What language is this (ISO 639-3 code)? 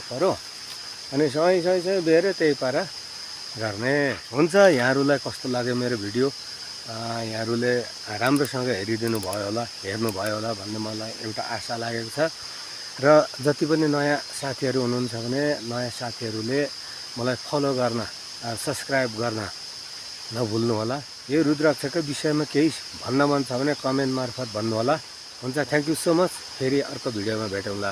nep